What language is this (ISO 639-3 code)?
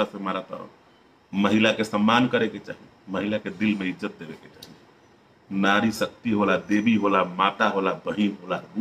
bho